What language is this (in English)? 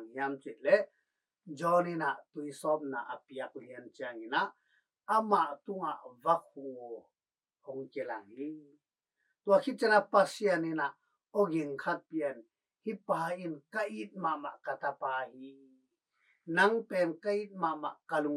Tedim Chin